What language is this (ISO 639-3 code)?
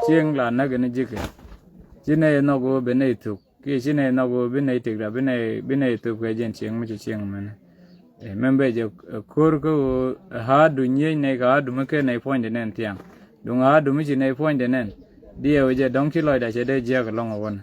nus